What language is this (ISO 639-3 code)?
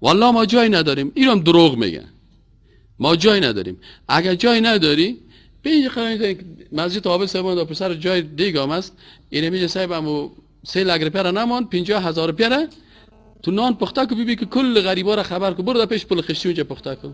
fas